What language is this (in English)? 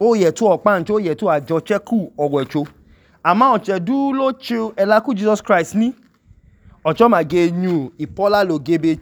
Idoma